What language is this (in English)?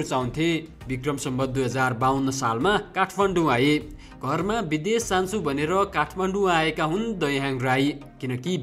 Nepali